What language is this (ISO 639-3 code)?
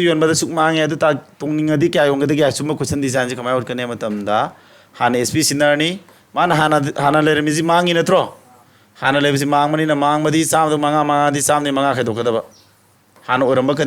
mni